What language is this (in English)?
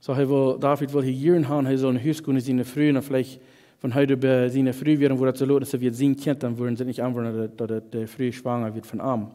Plautdietsch